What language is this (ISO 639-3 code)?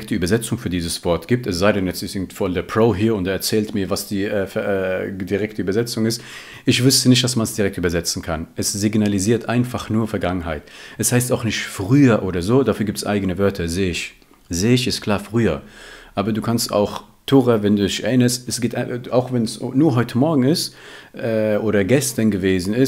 deu